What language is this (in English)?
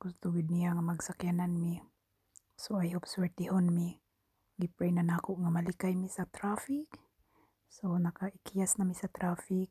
Cebuano